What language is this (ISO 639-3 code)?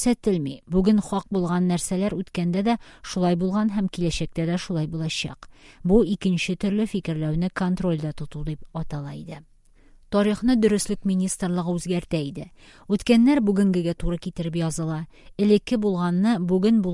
tat